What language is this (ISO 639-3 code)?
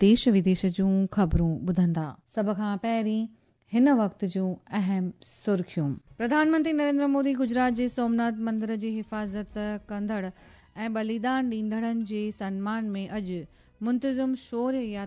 snd